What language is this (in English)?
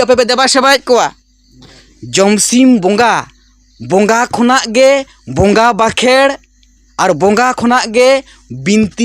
Santali